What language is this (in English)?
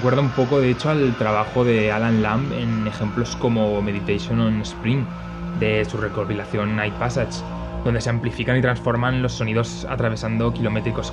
Spanish